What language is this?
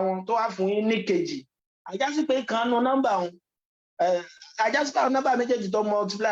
Yoruba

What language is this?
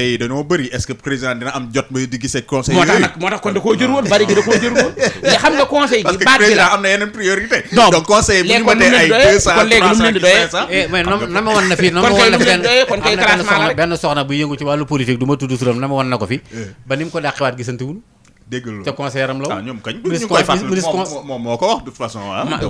Wolof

